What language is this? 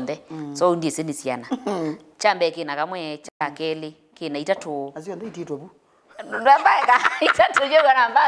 Kamba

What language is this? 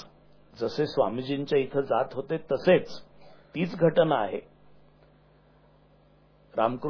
Marathi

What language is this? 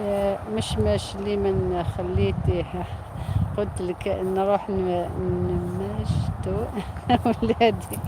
Algerian Arabic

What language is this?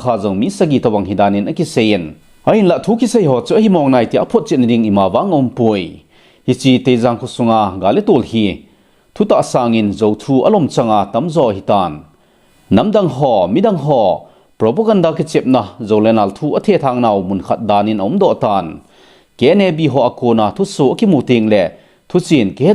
Thado Chin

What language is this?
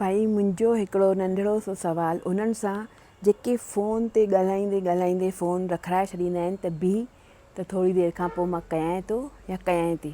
Sindhi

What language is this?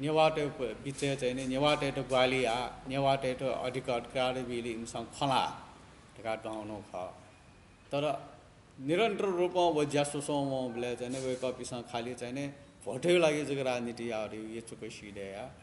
Newari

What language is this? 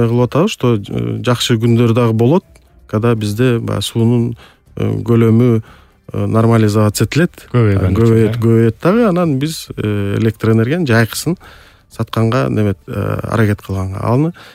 Kyrgyz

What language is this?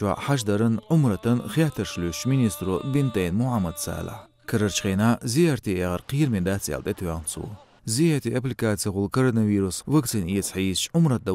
Chechen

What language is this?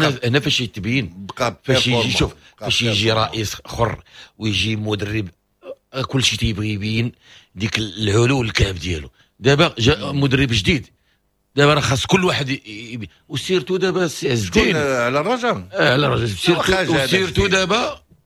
Moroccan Arabic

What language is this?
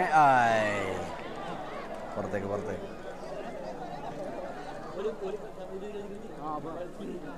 Malayalam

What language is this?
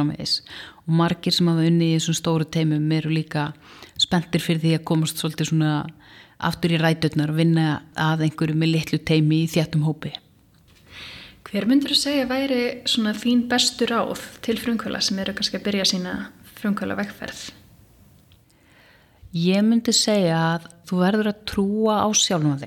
Icelandic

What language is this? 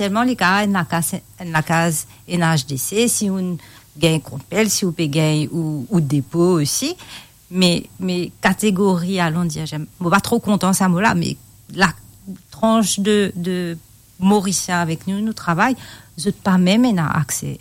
Morisyen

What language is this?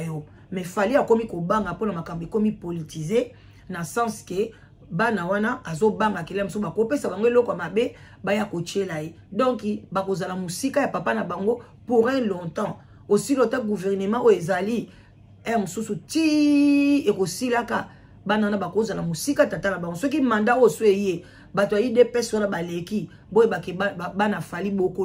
Lingala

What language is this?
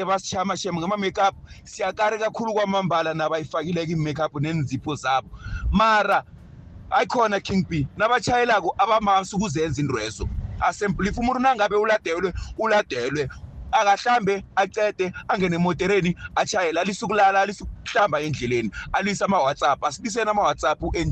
South Ndebele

